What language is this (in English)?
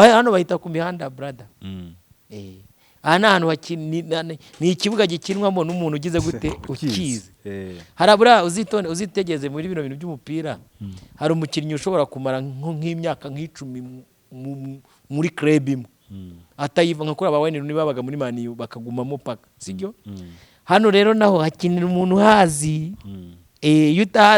Kinyarwanda